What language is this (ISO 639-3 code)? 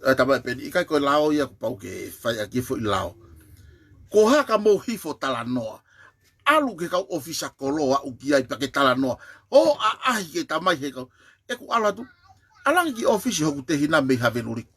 ton